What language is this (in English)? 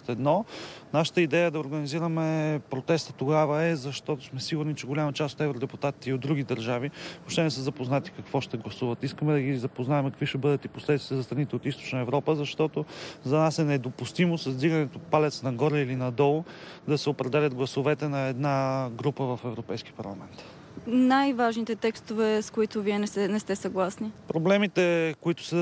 Bulgarian